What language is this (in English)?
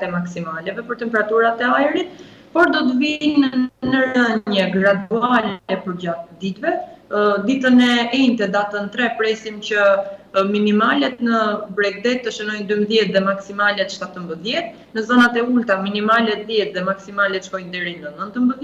Albanian